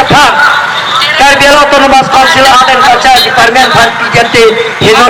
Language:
Karbi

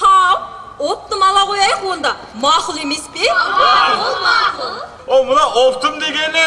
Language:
Kara-Kalpak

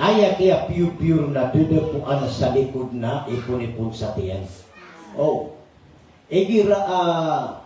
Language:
Maranao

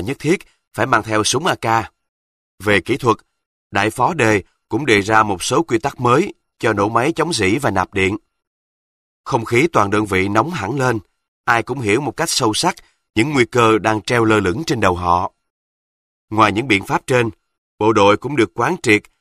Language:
Vietnamese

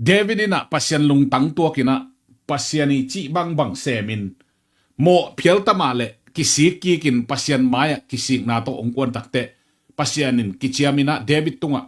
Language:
Tedim Chin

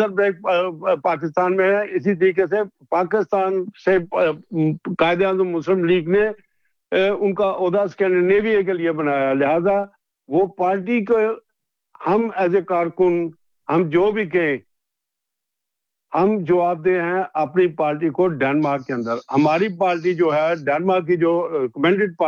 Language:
Urdu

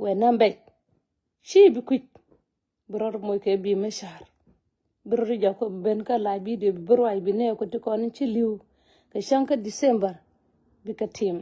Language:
Nuer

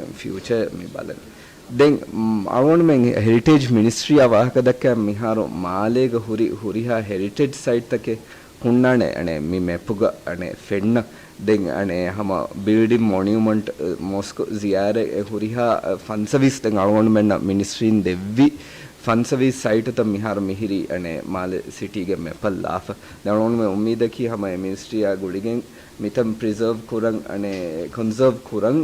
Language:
Divehi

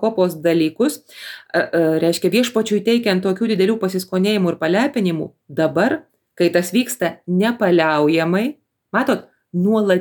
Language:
Lithuanian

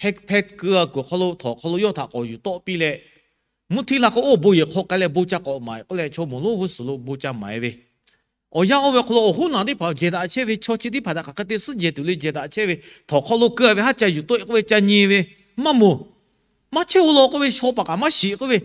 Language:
Lahu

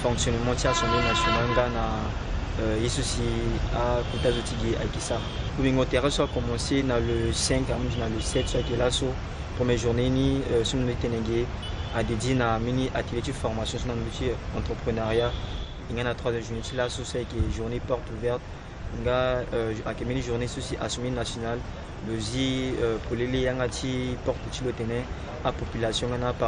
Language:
Sango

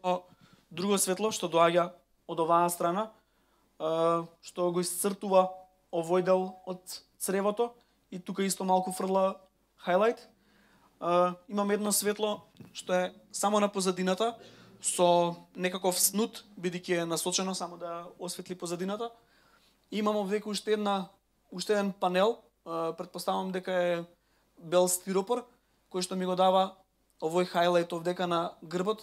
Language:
Macedonian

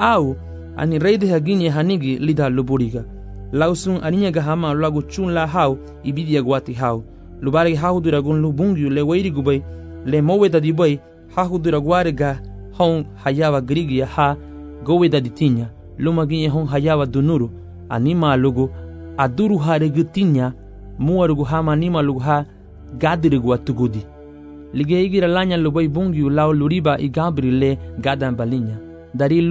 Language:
Garifuna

